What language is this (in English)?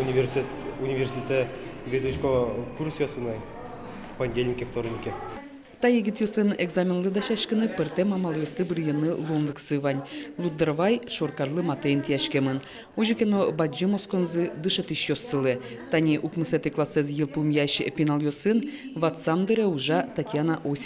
Udmurt